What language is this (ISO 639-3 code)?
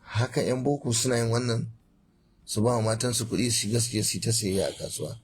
hau